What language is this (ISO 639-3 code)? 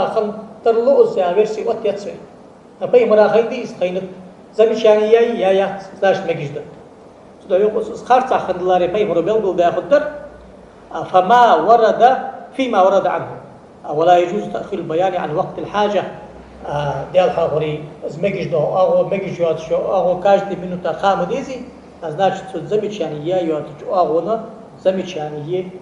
inh